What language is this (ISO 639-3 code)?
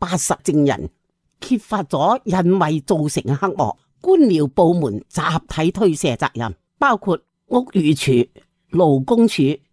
yue